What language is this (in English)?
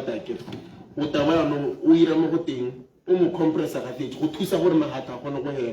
Tswana